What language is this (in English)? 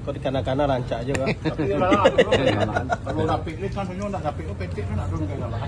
Minangkabau